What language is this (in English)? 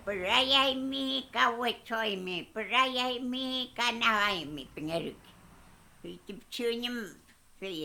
Mapuche